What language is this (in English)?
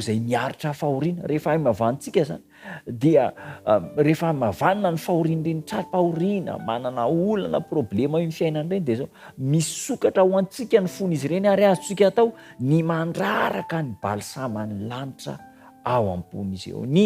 Malagasy